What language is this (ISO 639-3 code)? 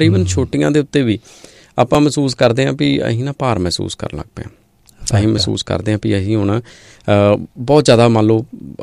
pan